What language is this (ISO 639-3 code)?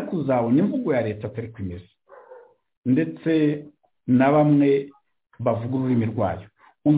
kin